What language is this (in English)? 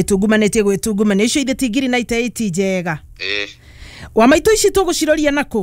Kikuyu